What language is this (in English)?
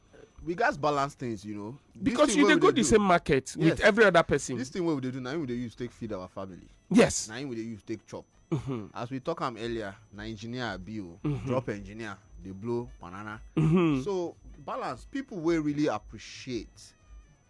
Nigerian Pidgin